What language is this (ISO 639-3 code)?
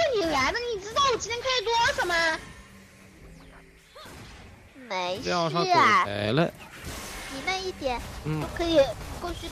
zho